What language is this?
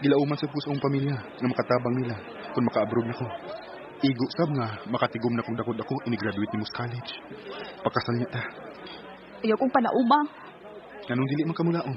Cebuano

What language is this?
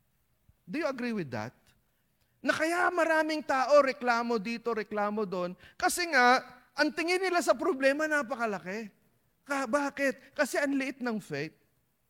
Filipino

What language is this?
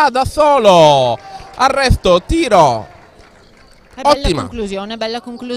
Italian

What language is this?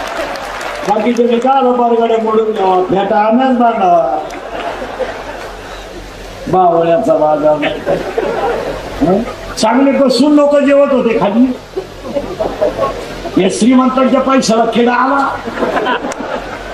Marathi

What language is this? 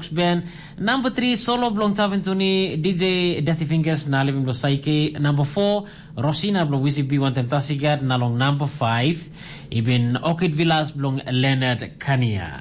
Tok Pisin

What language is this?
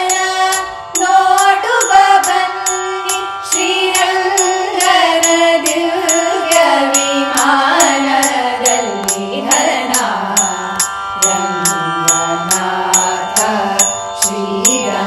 Kannada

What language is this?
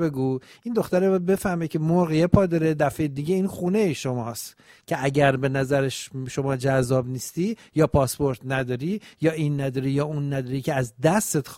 Persian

